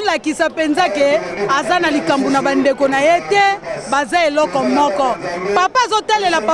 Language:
Lingala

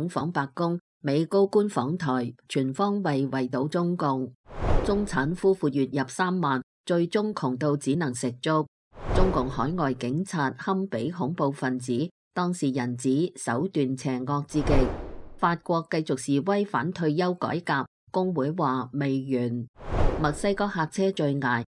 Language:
Cantonese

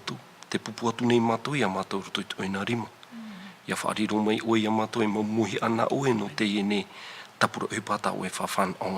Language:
Tahitian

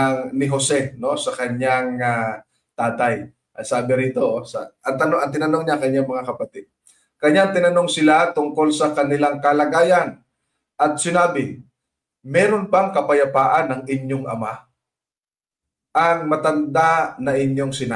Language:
Filipino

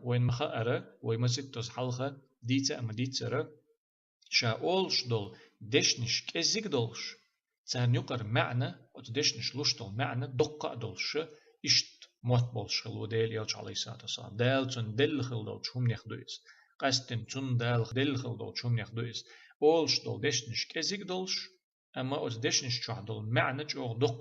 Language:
Chechen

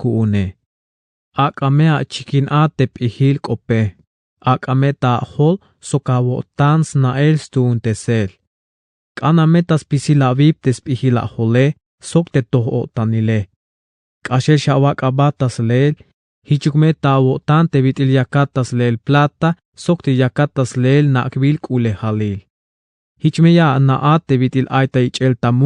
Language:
Tzeltal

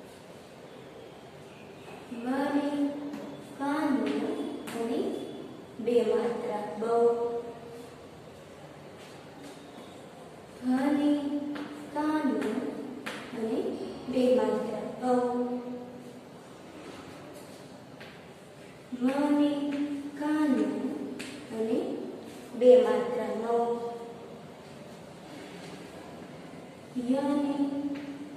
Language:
Gujarati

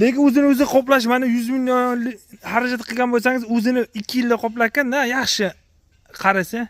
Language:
Uzbek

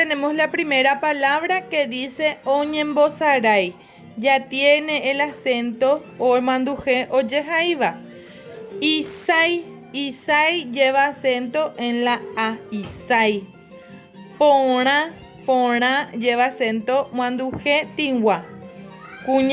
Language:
Guarani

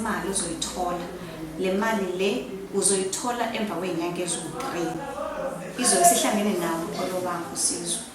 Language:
Zulu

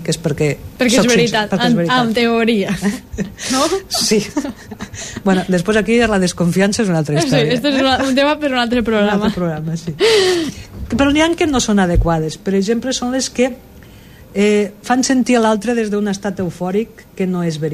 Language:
Catalan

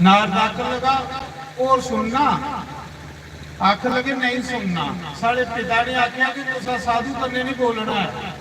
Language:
Dogri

